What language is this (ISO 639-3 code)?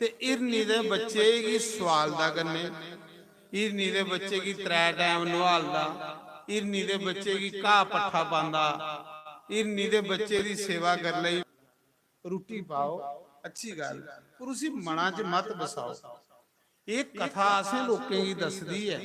doi